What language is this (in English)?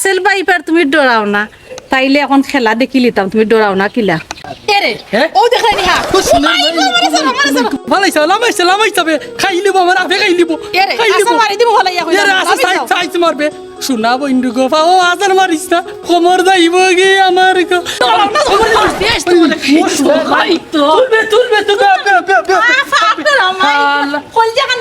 Sylheti